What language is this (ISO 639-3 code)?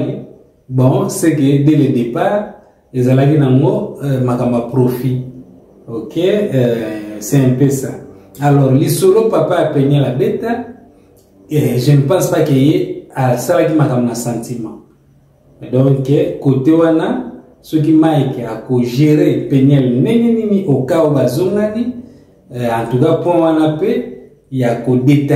lin